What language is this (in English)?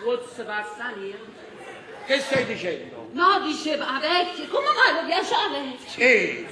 Neapolitan